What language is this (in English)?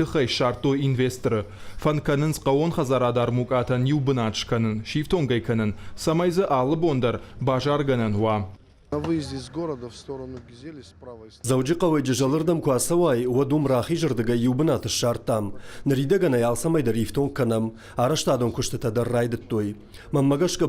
Ossetic